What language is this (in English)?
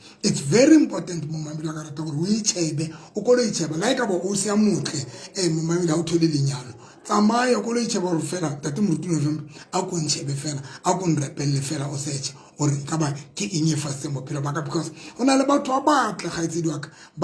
Southern Sotho